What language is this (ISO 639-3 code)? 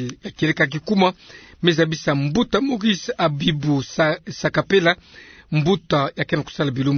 ktu